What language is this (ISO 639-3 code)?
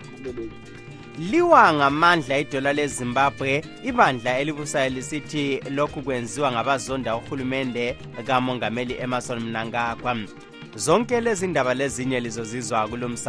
nde